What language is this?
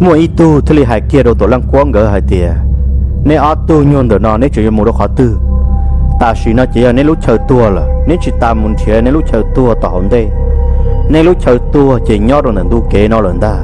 Hmong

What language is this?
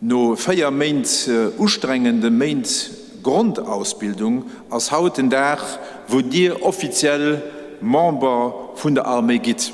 Luxembourgish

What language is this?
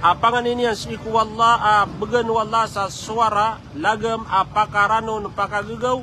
Maranao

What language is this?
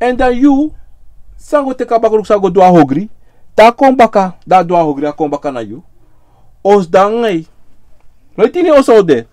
Sranan Tongo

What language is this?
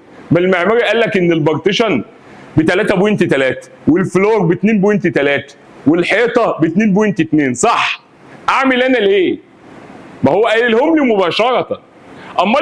Egyptian Arabic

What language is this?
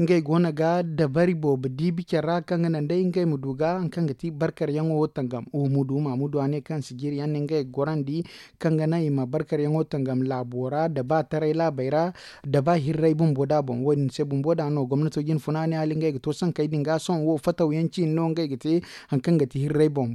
Zarma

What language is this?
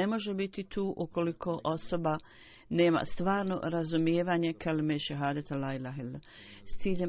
Bosnian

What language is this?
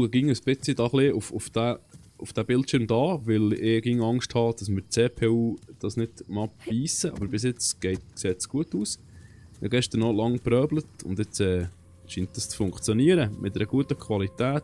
Swiss German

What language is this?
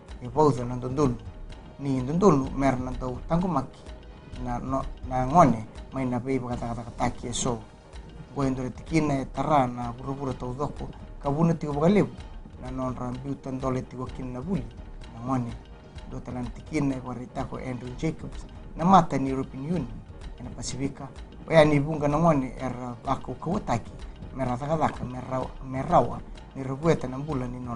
Fijian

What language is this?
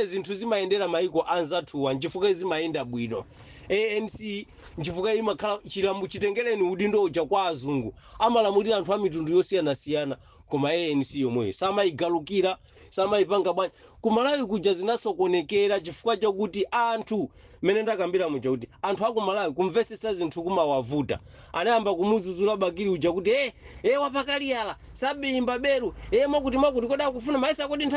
Nyanja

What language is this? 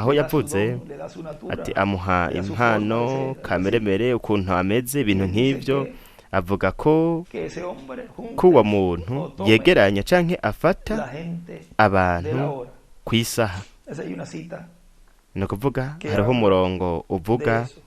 Rundi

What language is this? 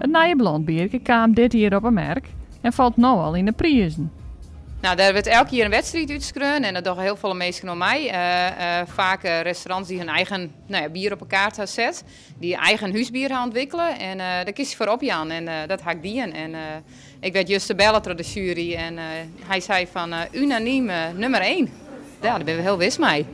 Western Frisian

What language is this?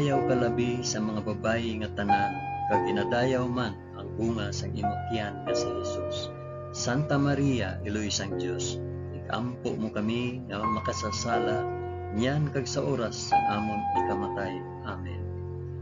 Hiligaynon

